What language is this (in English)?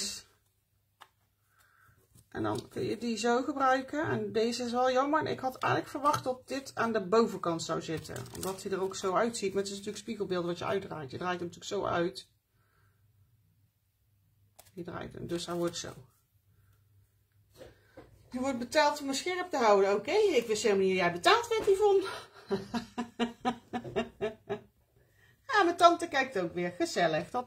Dutch